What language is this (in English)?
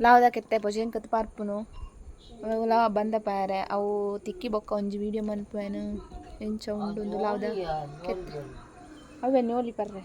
Tulu